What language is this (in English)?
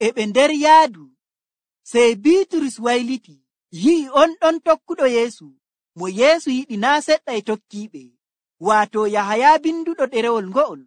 Nigerian Fulfulde